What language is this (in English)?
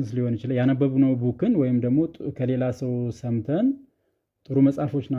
Amharic